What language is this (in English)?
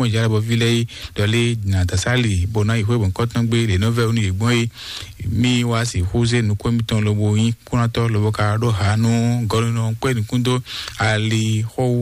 Fon